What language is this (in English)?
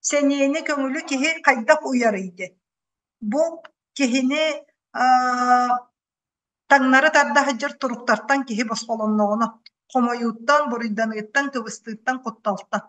Yakut